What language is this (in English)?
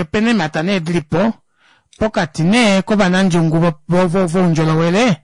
Kuanyama